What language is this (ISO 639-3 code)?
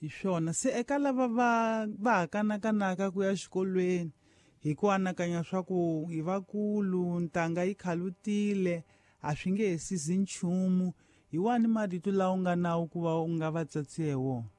tso